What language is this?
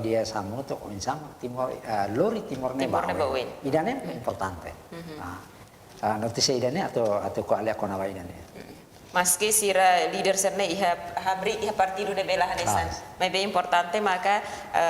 Tetum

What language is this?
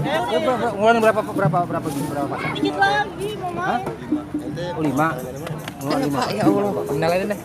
Betawi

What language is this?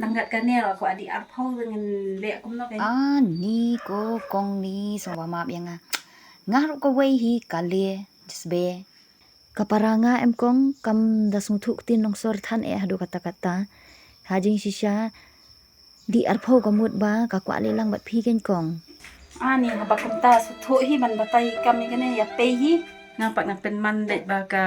Khasi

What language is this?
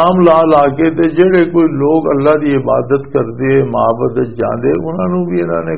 Western Panjabi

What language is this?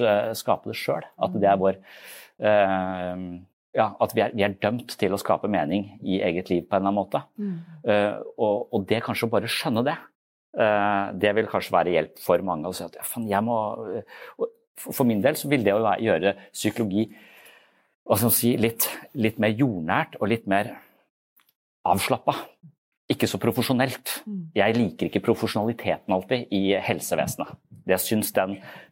Norwegian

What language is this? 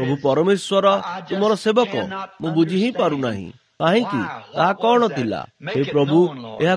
Odia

